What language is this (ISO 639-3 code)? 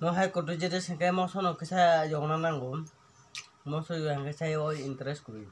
trp